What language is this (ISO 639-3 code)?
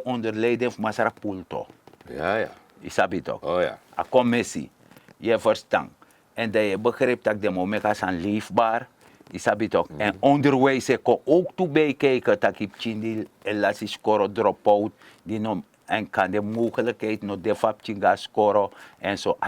srn